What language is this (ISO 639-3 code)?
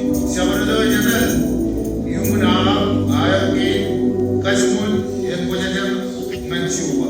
mah